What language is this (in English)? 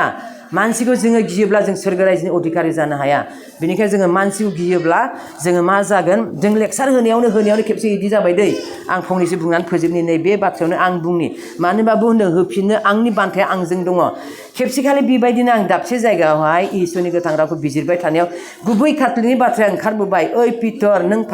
Bodo